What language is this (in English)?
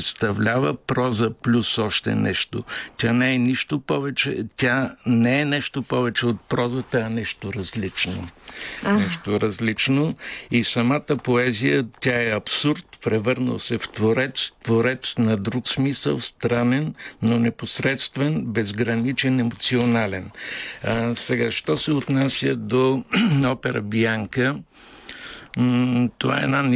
Bulgarian